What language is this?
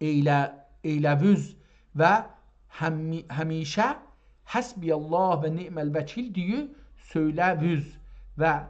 South Azerbaijani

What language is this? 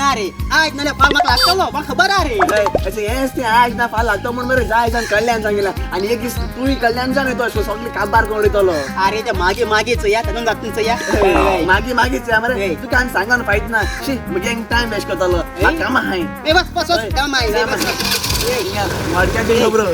Konkani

